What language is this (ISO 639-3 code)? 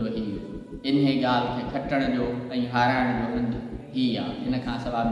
snd